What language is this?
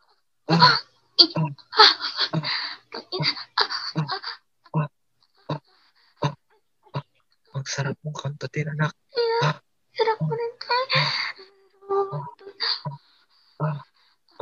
Filipino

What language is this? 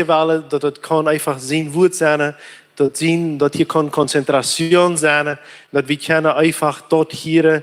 Plautdietsch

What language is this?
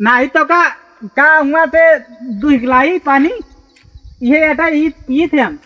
Awadhi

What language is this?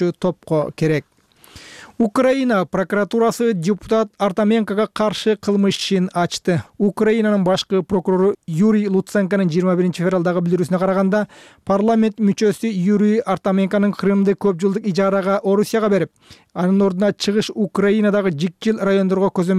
Kyrgyz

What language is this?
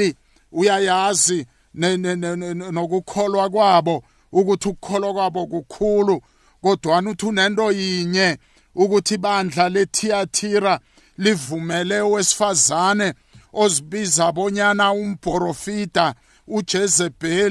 South Ndebele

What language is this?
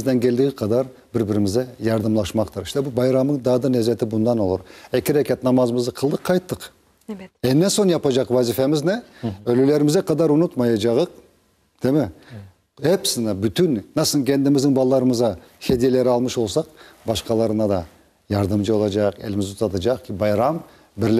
Crimean Tatar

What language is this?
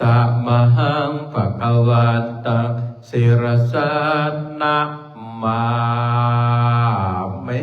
Pali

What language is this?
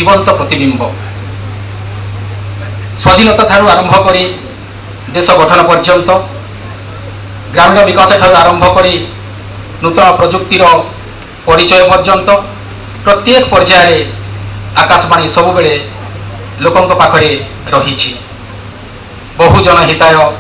Odia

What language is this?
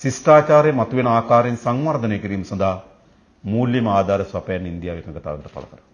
Sinhala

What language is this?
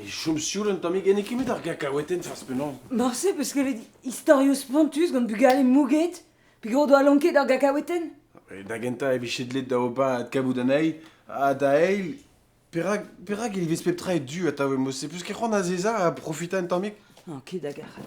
Breton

